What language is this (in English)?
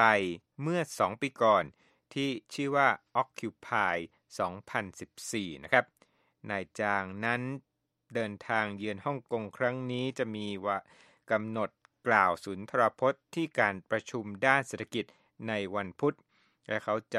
Thai